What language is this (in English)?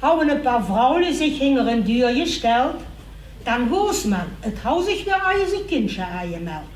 Limburgish